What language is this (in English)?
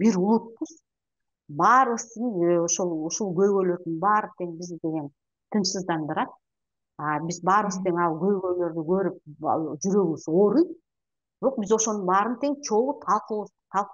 Kyrgyz